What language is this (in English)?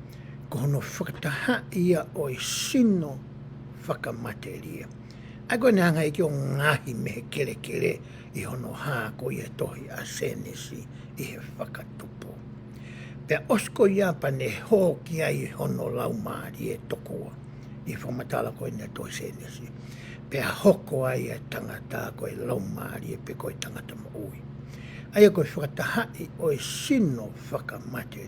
Tongan